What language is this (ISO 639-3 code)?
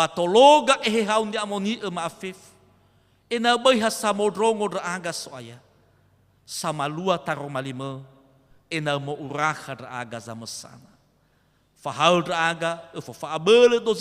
nia